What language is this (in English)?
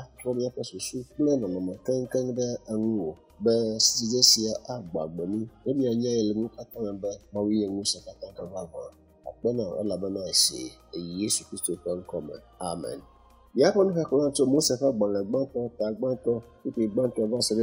Ewe